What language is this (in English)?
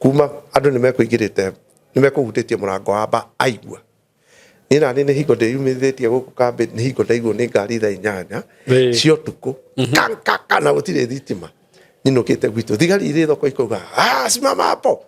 Kikuyu